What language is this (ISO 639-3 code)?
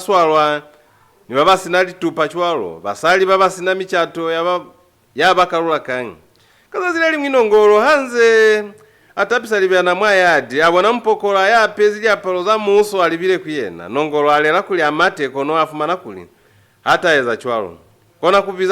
loz